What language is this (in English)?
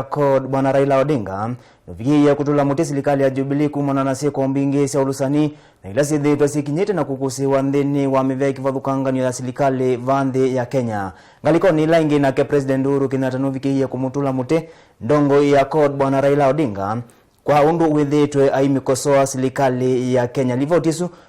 Kamba